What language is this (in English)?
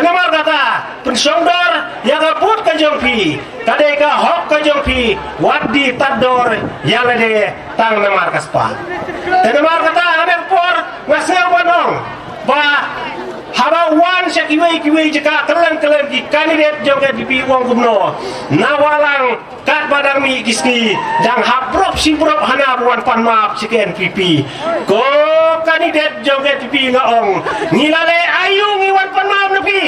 Khasi